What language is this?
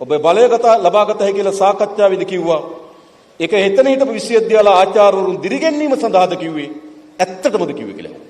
Sinhala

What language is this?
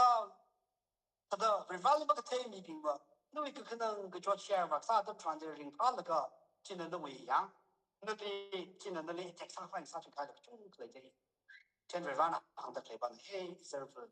Tangkhul Naga (India)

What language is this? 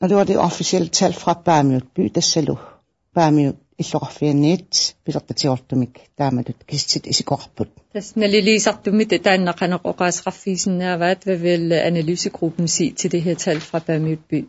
Kalaallisut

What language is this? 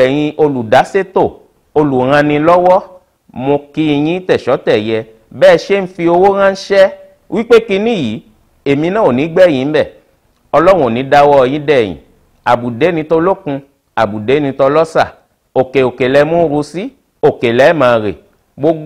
Yoruba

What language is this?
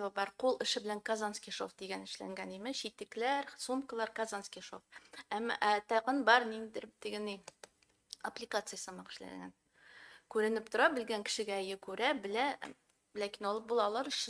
Tatar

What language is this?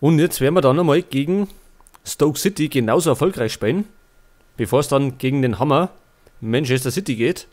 Bavarian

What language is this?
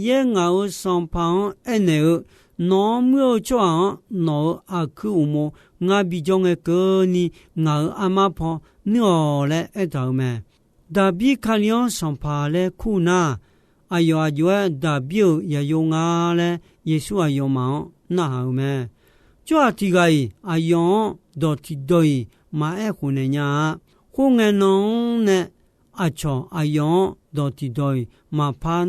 Akha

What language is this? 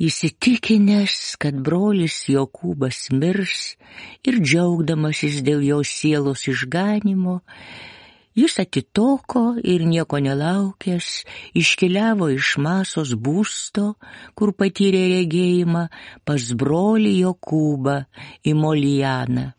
Lithuanian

